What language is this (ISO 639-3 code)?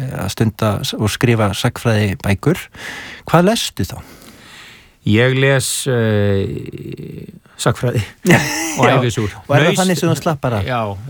isl